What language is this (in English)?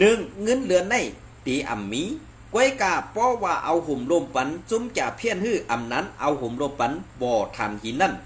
Shan